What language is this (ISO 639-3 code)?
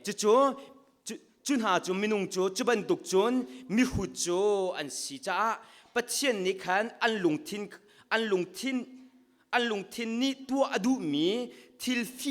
cnh